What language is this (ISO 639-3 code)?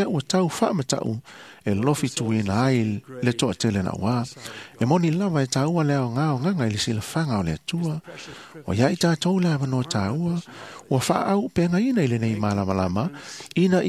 smo